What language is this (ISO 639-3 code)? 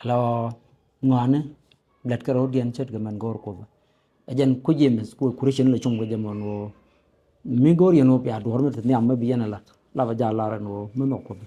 nus